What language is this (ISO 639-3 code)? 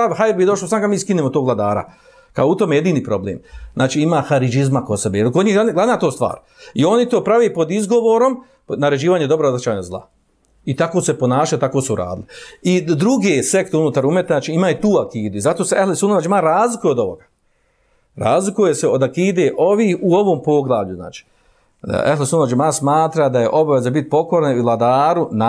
bos